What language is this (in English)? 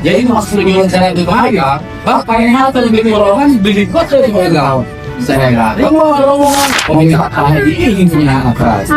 Betawi